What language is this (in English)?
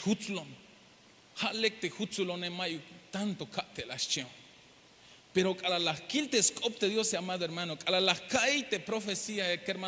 Tzeltal